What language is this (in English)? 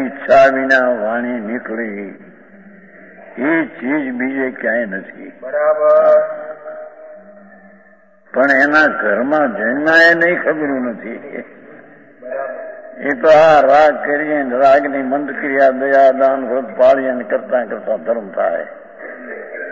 Gujarati